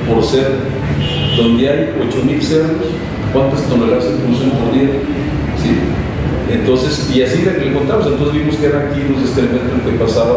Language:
Spanish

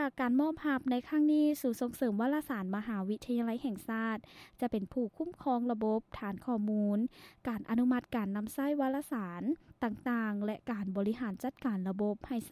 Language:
Lao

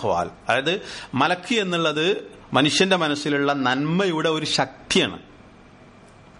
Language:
Malayalam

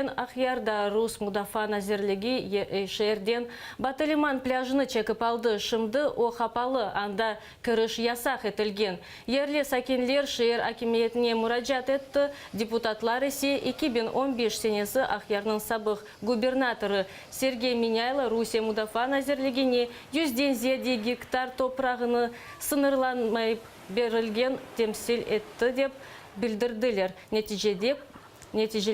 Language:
Crimean Tatar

